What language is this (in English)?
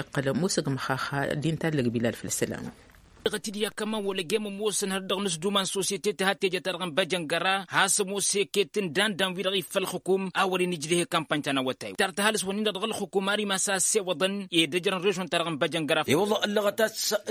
Tamasheq